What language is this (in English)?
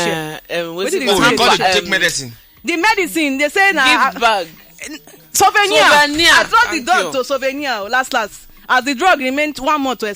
Nigerian Pidgin